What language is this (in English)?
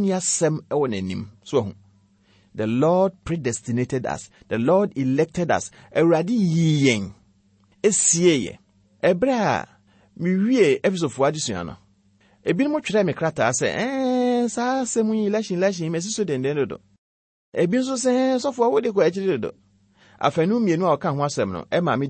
Akan